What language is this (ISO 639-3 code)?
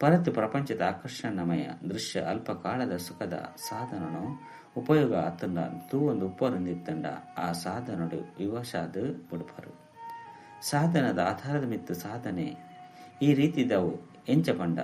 tcy